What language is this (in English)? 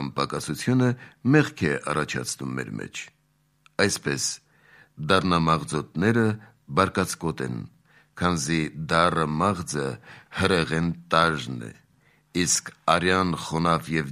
Armenian